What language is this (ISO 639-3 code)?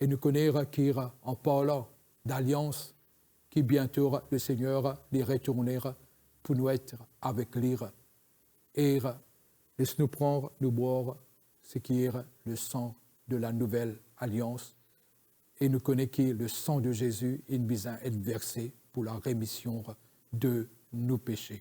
mfe